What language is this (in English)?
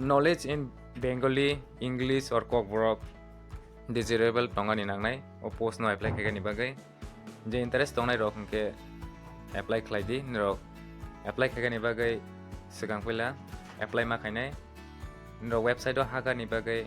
Kok Borok